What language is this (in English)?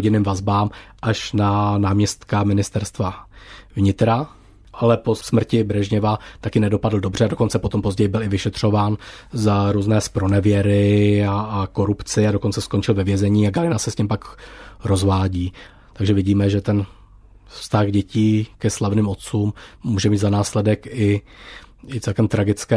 Czech